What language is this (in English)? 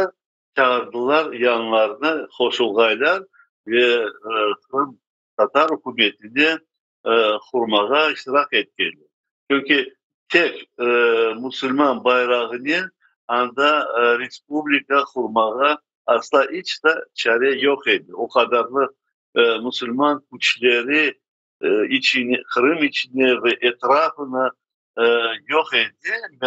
Crimean Tatar